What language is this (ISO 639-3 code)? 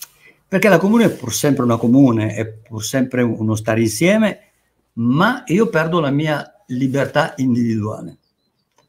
ita